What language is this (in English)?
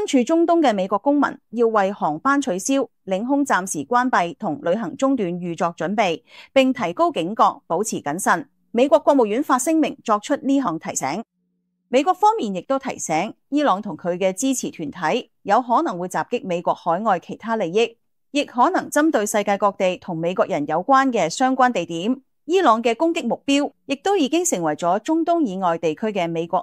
Cantonese